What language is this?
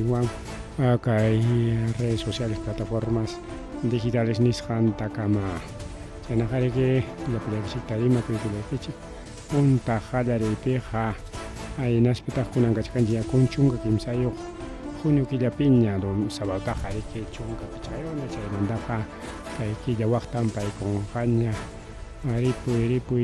Ayacucho Quechua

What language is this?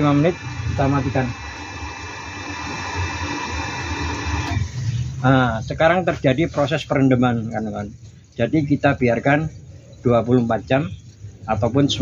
Indonesian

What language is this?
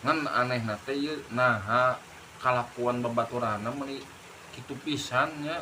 Sundanese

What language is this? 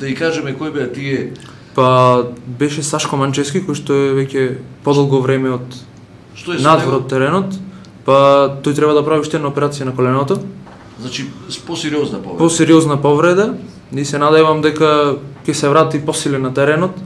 Macedonian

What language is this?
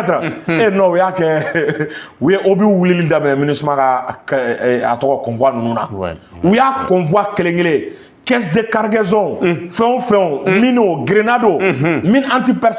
Bambara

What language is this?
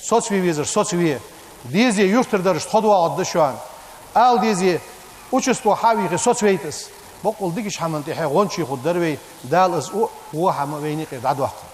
Ingush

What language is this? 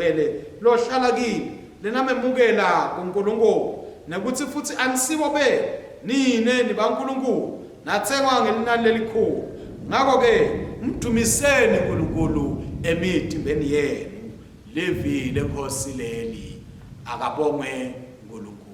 Swati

